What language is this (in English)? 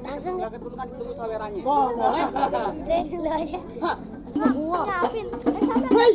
Betawi